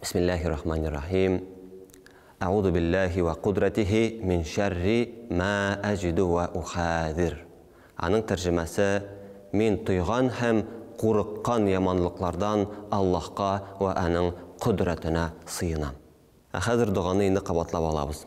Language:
Tatar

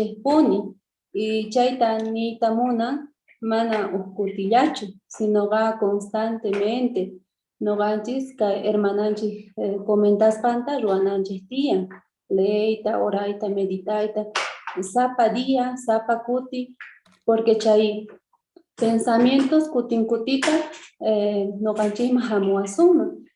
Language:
South Bolivian Quechua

